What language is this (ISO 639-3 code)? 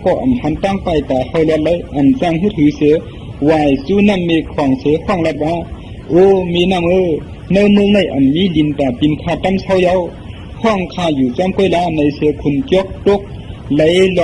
shn